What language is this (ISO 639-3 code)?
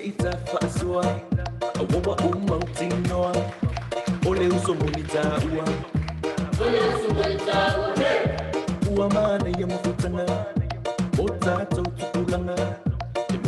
smo